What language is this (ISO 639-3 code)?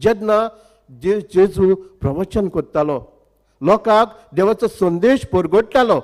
kok